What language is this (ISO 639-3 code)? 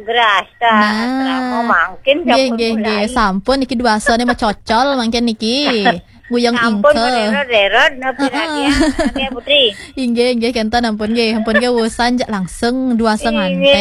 ban